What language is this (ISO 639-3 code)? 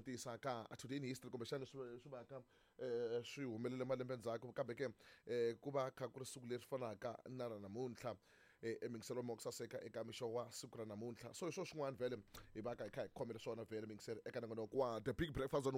tso